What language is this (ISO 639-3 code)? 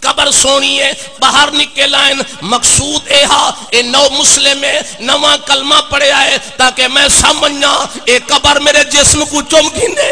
skr